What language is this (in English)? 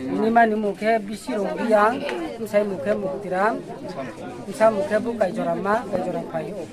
Riang (India)